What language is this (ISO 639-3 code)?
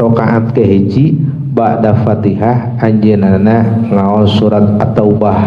sun